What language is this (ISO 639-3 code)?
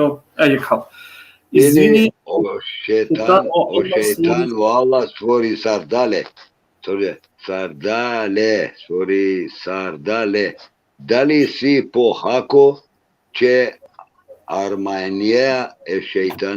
rmn